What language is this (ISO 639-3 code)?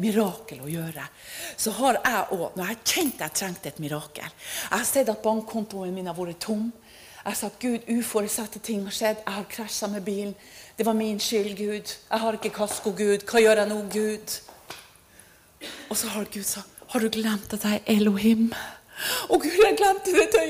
nor